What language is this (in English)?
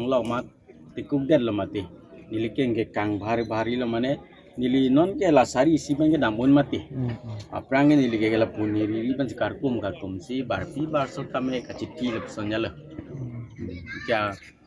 Karbi